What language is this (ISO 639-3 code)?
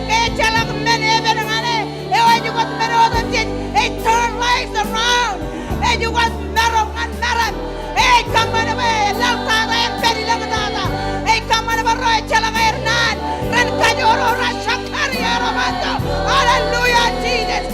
mah